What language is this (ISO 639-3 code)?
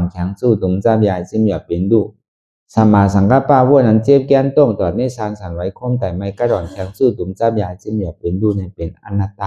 shn